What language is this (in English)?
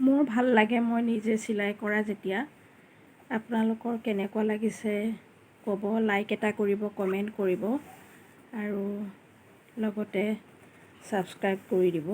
Assamese